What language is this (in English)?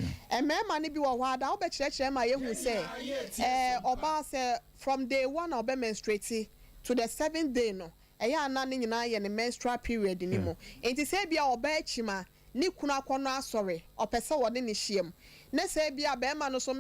Akan